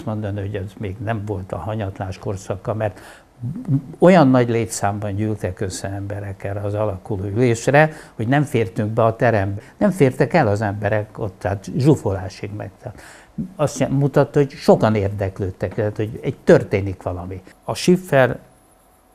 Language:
Hungarian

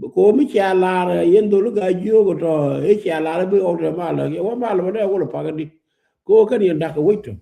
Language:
Nuer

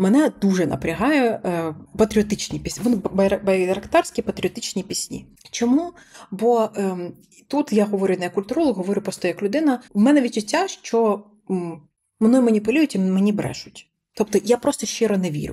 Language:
Ukrainian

